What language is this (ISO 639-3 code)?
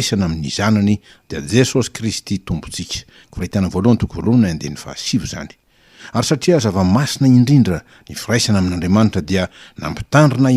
mlg